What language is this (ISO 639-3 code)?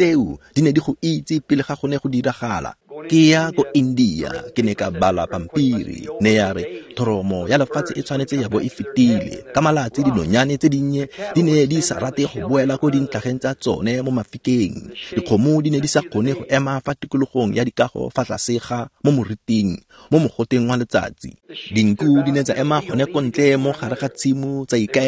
tsn